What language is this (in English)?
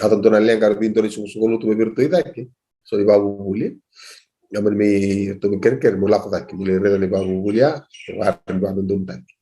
Fijian